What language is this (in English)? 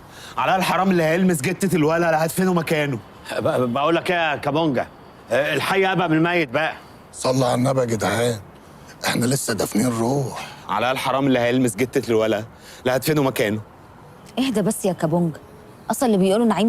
Egyptian Arabic